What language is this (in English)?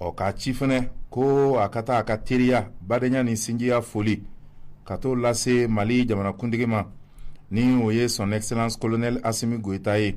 Bambara